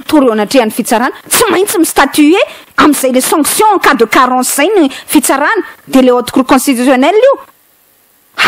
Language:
Malagasy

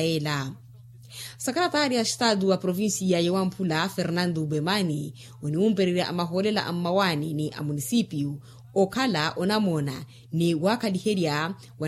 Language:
Makhuwa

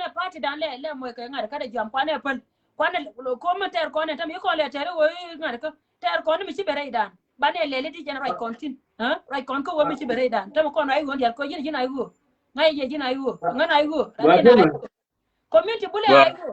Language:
Nuer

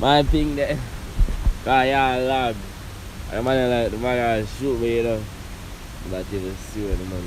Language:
Jamaican Creole English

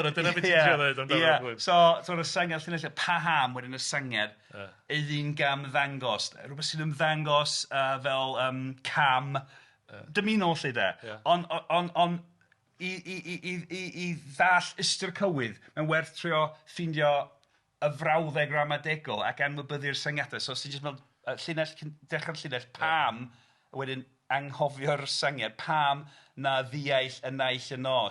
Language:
Welsh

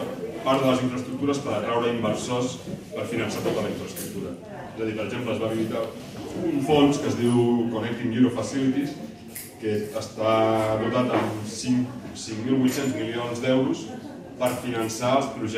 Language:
Catalan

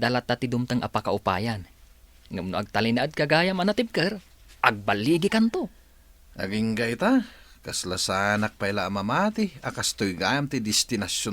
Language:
Iloko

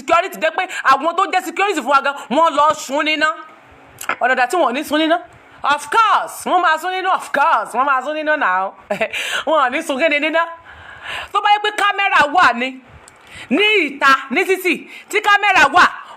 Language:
Yoruba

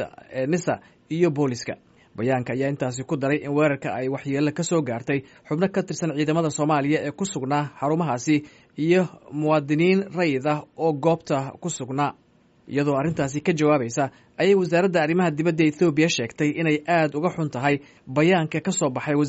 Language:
Somali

